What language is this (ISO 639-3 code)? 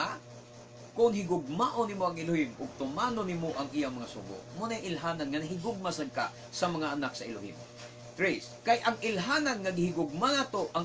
ceb